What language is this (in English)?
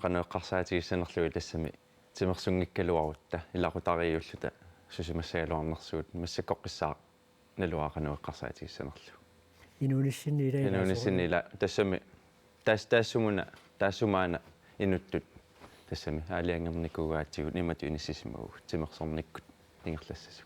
Kalaallisut